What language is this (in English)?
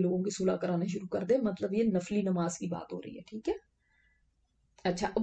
Urdu